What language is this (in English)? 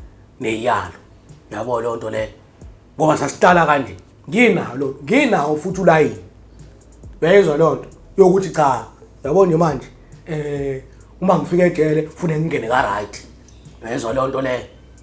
Zulu